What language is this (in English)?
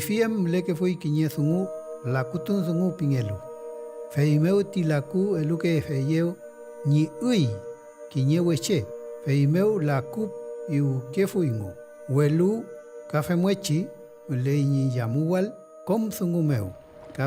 Mapuche